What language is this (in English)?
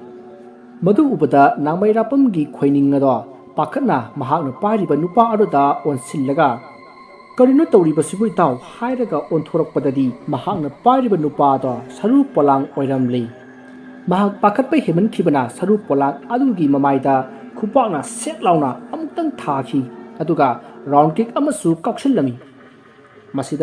Manipuri